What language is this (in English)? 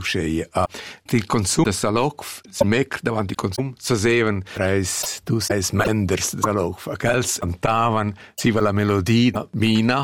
Romansh